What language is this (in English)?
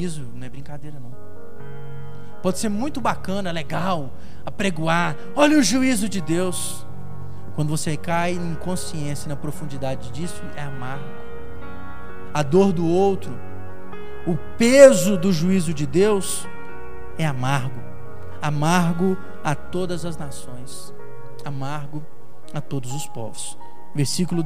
Portuguese